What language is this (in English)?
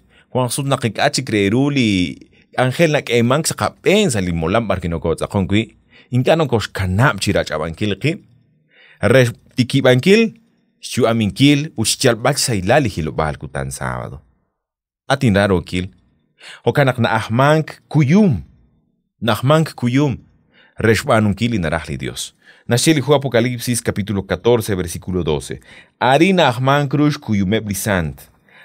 Kekchí